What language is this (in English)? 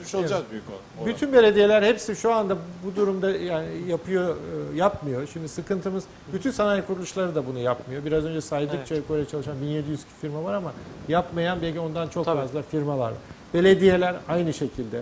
Turkish